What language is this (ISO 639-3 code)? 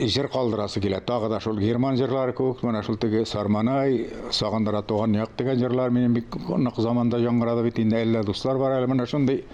tat